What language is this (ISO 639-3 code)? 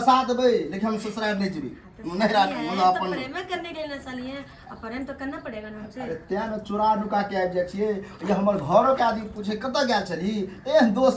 mai